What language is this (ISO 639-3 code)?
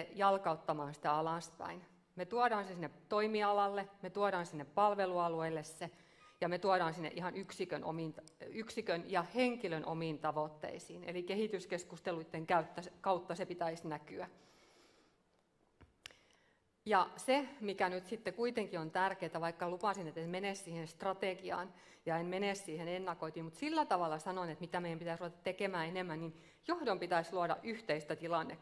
fin